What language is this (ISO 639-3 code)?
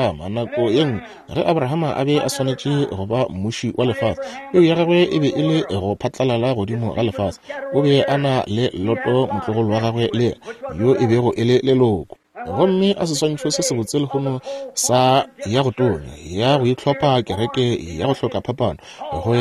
nso